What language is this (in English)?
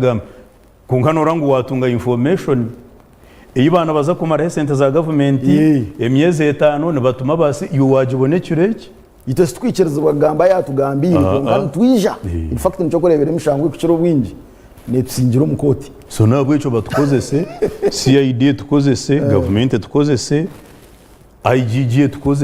Nyankole